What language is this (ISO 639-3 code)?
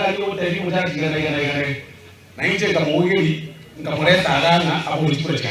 guz